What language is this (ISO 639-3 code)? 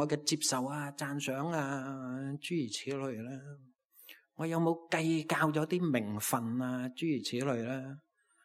yue